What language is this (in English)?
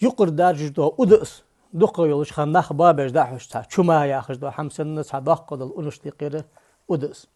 Ingush